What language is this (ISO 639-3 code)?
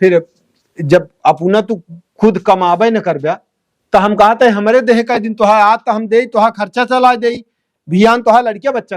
awa